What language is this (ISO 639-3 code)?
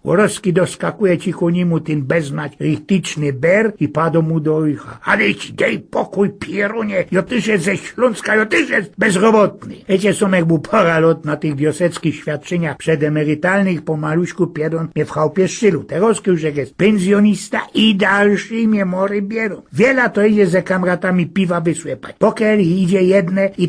szl